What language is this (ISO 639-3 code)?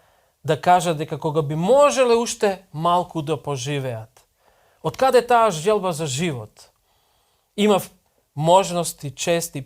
mkd